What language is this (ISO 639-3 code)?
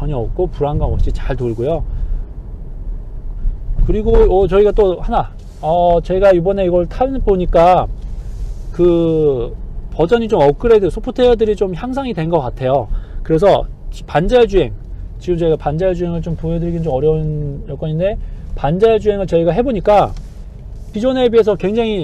kor